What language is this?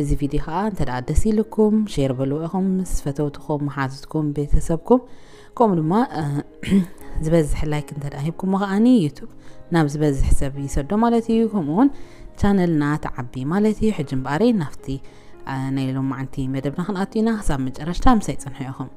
Tigrinya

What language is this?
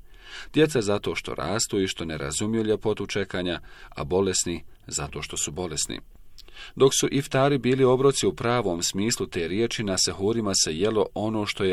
Bosnian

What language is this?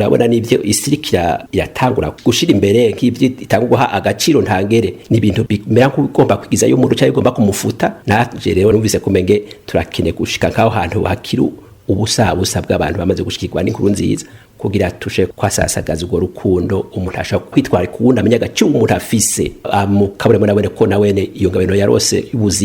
Rundi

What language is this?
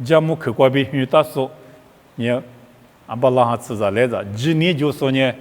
Lisu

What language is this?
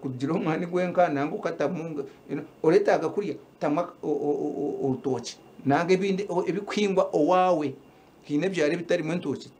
Nyankole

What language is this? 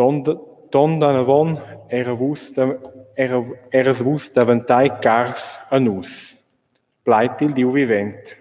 Romansh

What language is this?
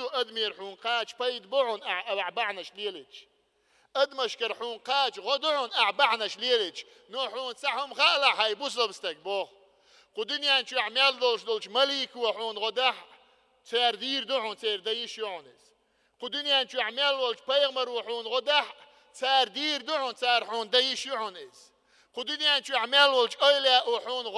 Chechen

